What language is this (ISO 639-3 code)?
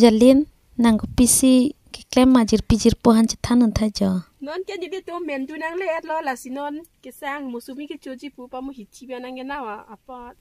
mjw